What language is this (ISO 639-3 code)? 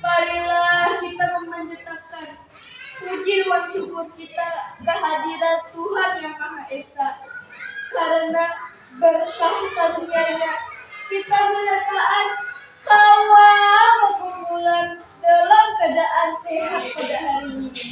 bjn